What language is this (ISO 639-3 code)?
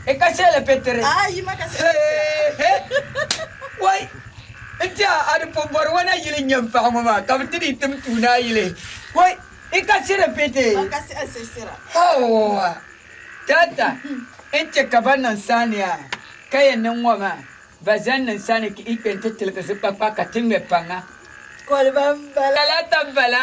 dag